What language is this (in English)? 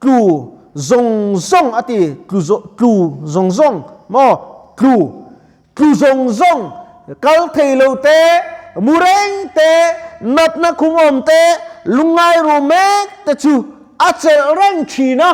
Mizo